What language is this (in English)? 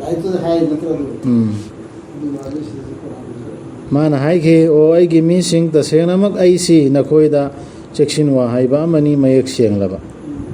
Manipuri